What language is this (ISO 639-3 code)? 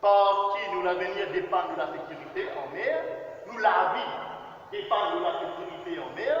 mfe